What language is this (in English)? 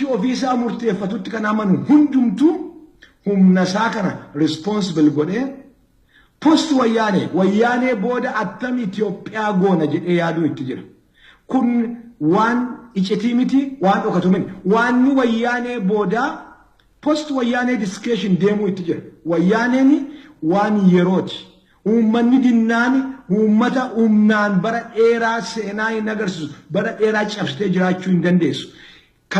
Oromo